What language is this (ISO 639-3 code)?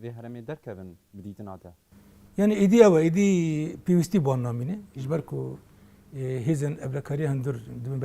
kur